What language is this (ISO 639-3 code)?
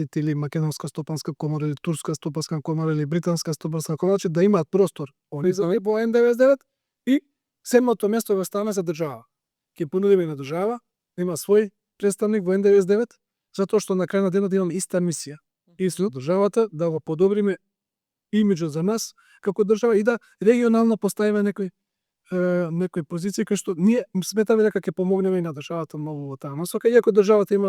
mkd